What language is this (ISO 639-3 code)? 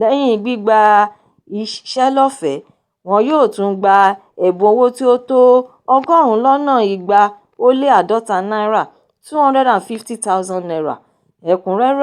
yor